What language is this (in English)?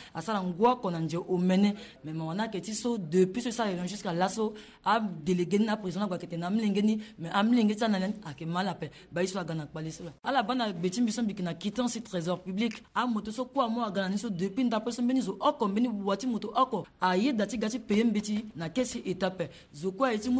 Sango